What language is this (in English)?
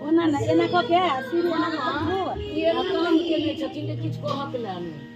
Maithili